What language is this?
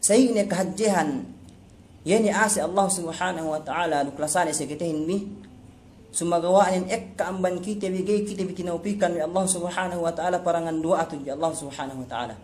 Yakan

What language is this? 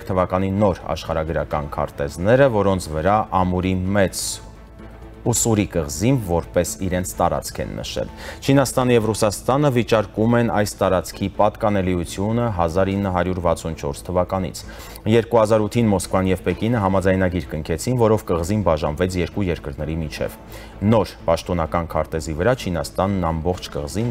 Armenian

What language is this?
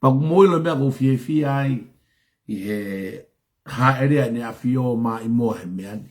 Tongan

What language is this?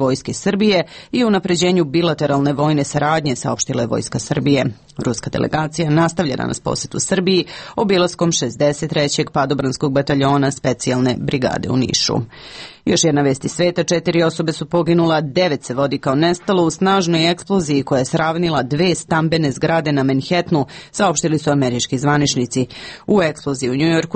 Serbian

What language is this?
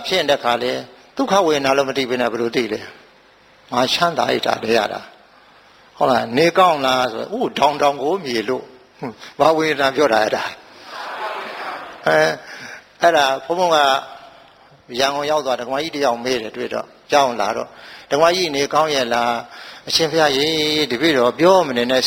Burmese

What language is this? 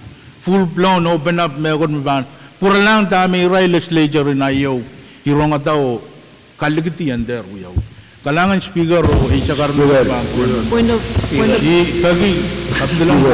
Pohnpeian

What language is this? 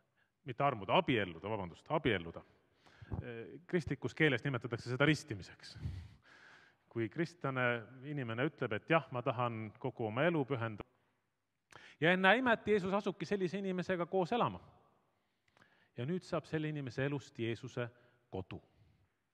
Estonian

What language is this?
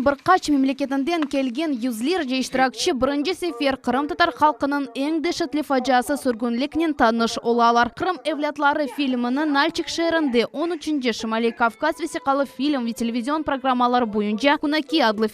Crimean Tatar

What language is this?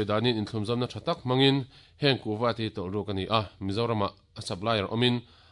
Mizo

